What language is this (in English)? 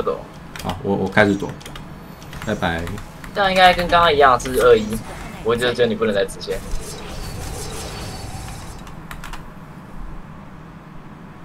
Chinese